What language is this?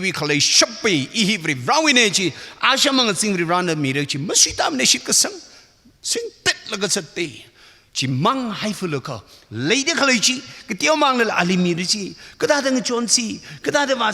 Tangkhul Naga (India)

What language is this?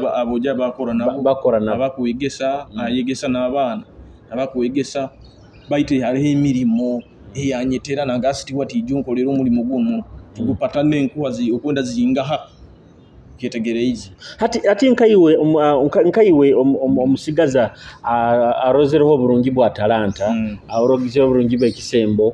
Nyoro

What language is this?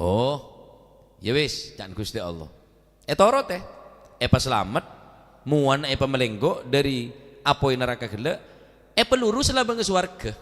Madurese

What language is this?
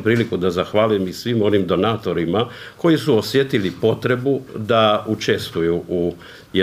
Croatian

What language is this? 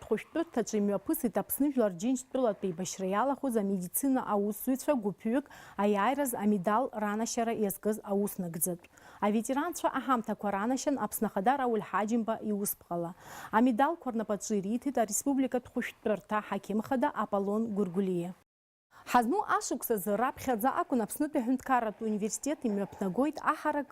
Abkhazian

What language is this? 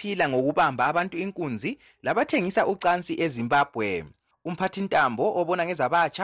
North Ndebele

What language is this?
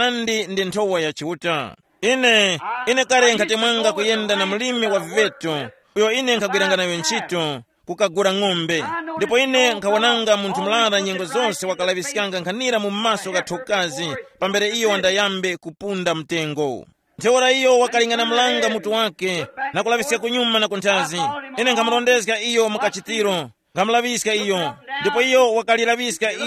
Tumbuka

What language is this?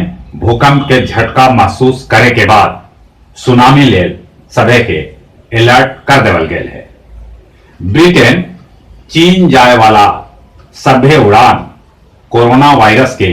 Magahi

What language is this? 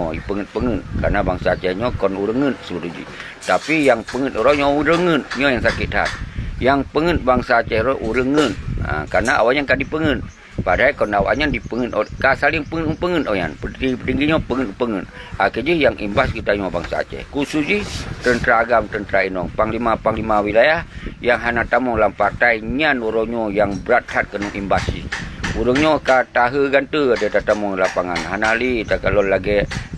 Achinese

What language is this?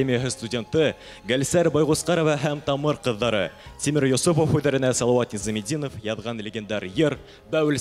Bashkir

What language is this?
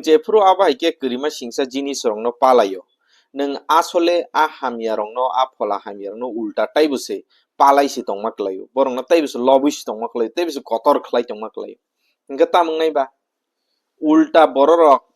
Kok Borok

